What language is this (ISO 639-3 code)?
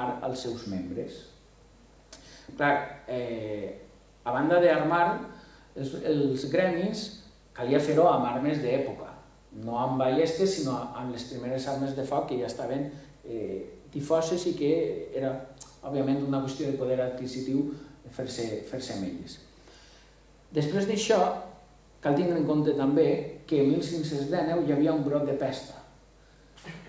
cat